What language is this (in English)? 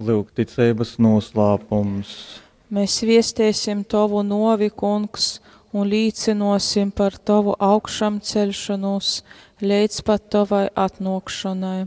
Latgalian